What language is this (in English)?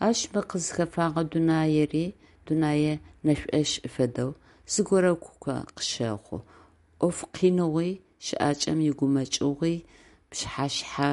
Adyghe